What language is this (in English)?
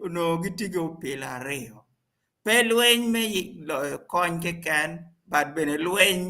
Acoli